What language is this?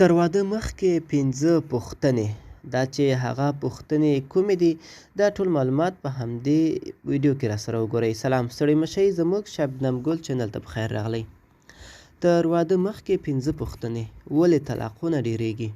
Pashto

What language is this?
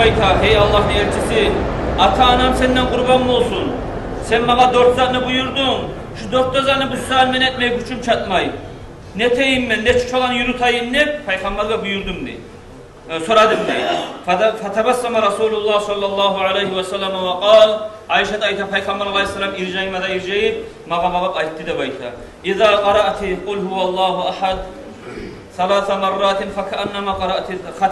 Kumyk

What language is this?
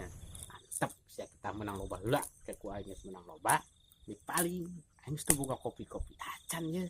Sundanese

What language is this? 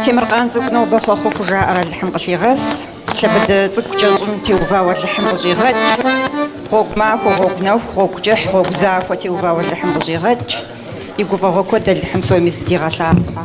Kabardian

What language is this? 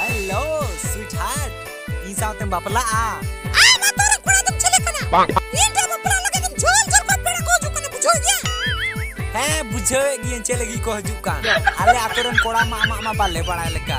Santali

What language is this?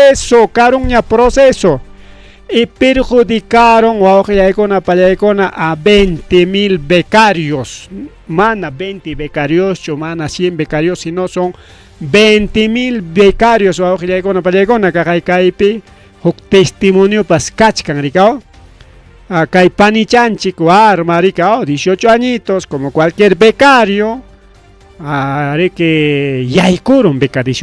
Ayacucho Quechua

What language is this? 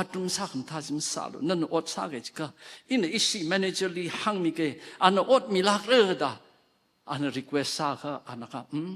Tangkhul Naga (India)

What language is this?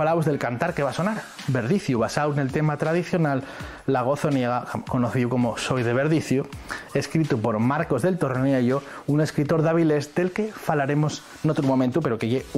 Asturian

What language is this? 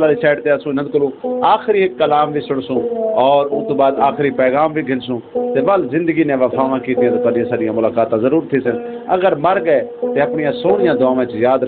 Saraiki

